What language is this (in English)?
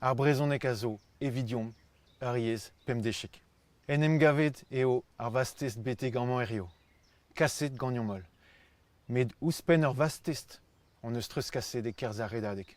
Breton